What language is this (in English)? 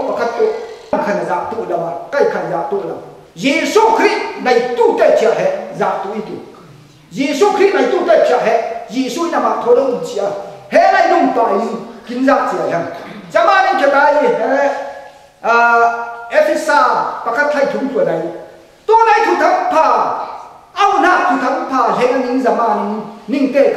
Falam Chin